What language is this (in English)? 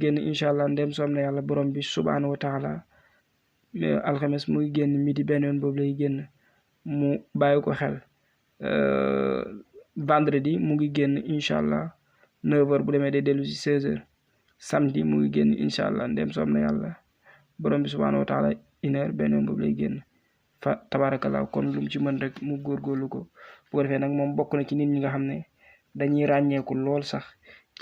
Wolof